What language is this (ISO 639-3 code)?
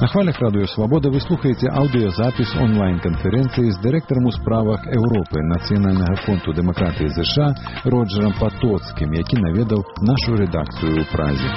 bel